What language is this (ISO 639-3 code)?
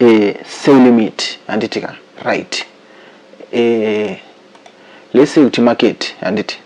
sna